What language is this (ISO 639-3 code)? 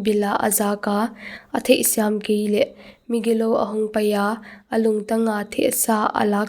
pck